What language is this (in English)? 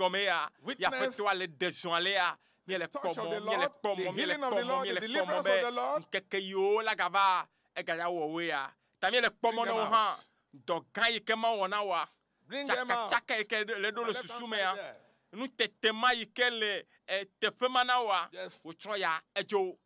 Ewe